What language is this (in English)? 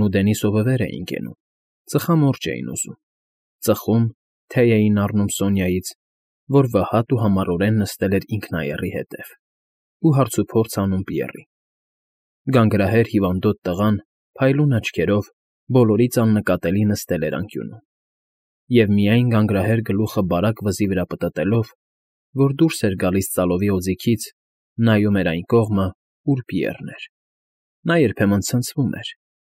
Armenian